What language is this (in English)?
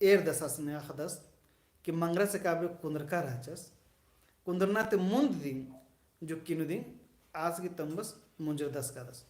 Kurukh